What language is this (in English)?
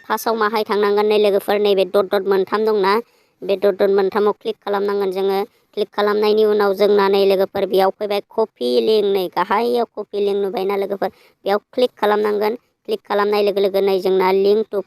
Bodo